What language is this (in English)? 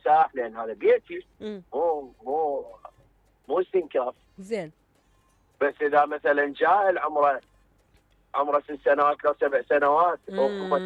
Mesopotamian Arabic